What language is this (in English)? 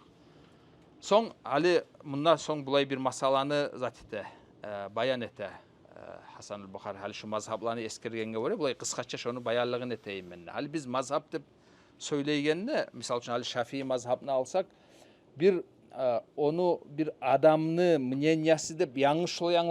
Kumyk